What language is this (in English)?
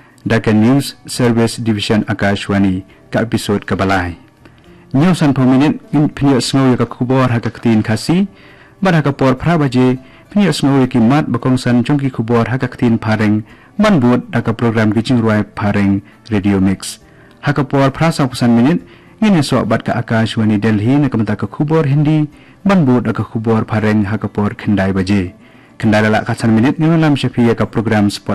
Khasi